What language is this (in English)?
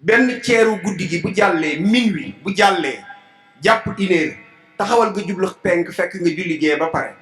Wolof